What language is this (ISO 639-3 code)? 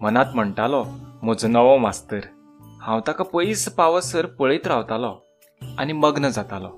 kok